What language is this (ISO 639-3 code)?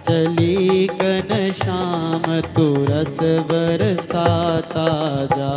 doi